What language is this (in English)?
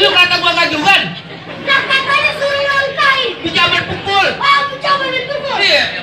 Betawi